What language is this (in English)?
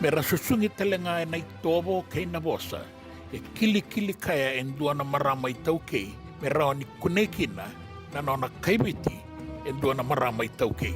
Fijian